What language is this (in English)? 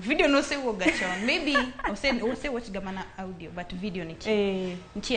Luo (Kenya and Tanzania)